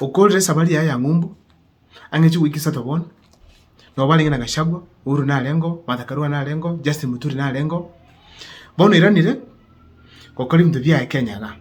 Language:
Gusii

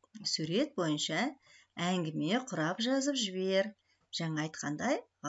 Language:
Kazakh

